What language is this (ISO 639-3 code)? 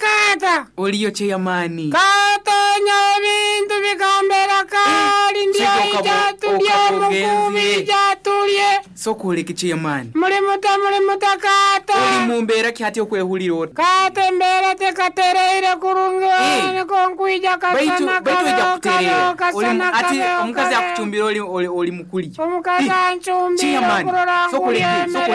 nyo